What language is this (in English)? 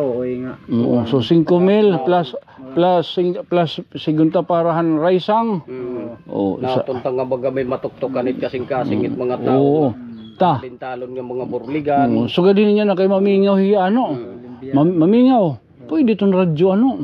Waray